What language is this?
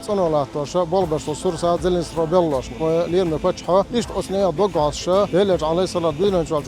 Chechen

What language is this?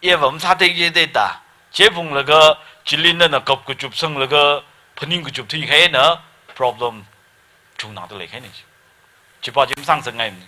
Tangkhul Naga (India)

